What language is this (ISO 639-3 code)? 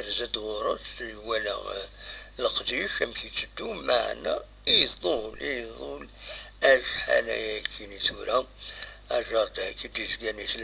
kab